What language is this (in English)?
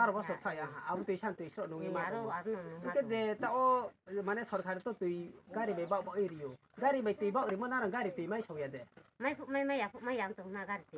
Riang (India)